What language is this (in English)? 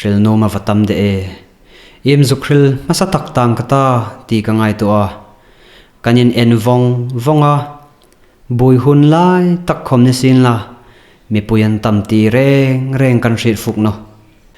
Hmar